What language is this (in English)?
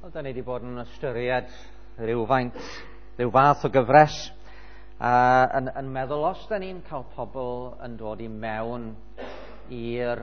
Welsh